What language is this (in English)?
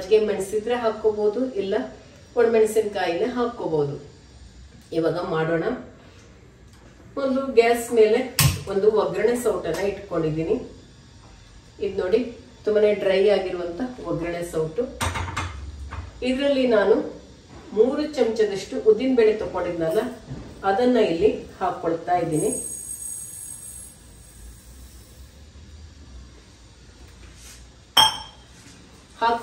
Kannada